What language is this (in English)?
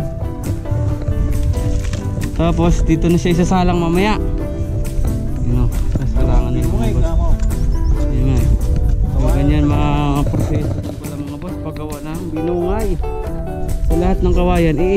Filipino